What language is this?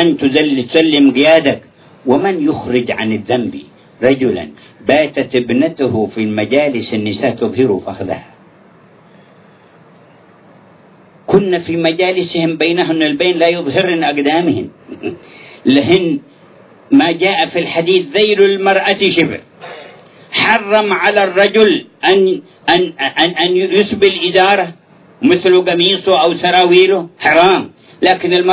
Arabic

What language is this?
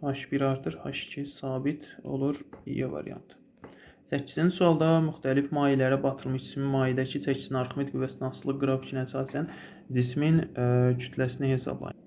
Azerbaijani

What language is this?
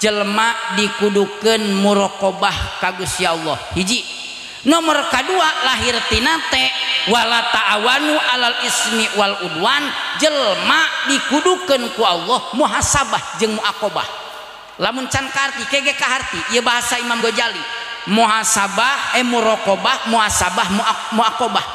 Sundanese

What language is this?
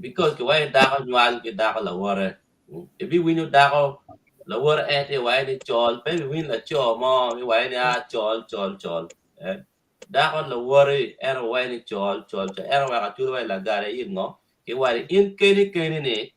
Acoli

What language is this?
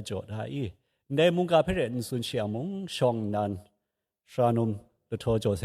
Kachin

